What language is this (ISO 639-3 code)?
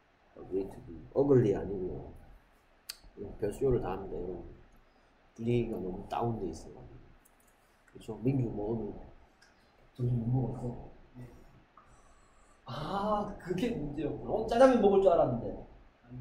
kor